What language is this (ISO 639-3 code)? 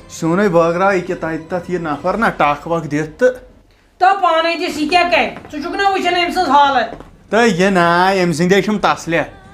kas